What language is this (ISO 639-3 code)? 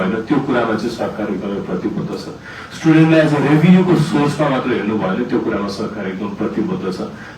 nep